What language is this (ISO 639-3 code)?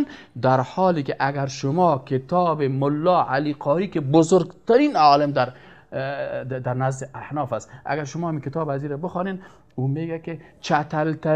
fas